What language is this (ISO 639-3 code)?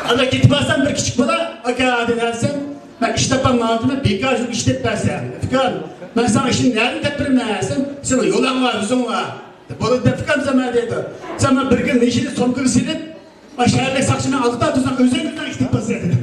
uig